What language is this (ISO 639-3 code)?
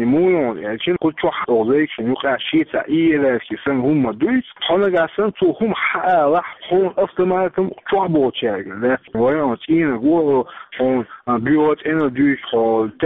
che